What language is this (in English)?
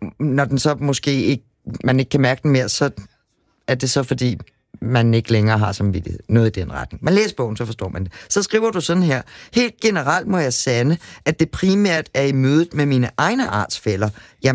Danish